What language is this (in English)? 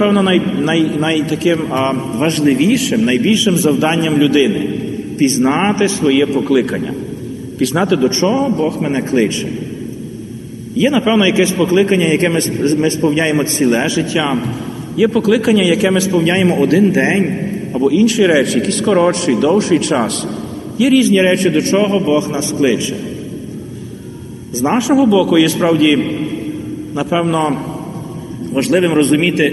Ukrainian